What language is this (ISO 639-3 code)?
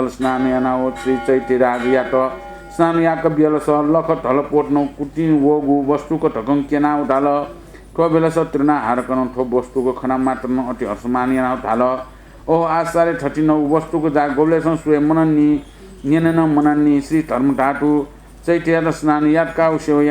new